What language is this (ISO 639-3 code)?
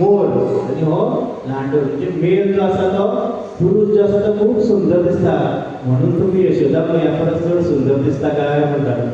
kok